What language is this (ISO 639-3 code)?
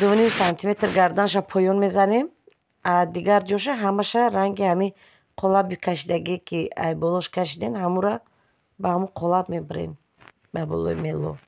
tgk